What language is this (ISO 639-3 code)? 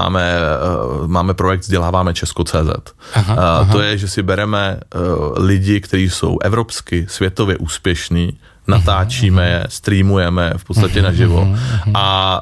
ces